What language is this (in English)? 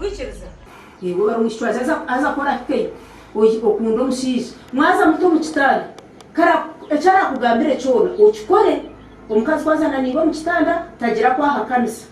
Nyankole